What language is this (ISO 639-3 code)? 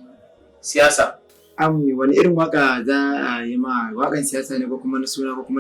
hau